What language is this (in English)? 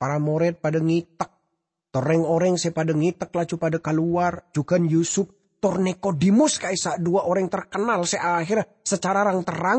Madurese